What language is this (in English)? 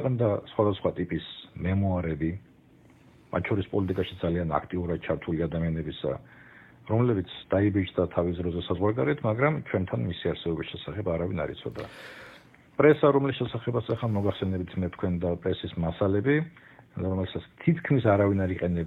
Georgian